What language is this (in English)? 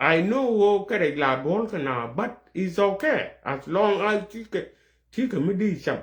Nuer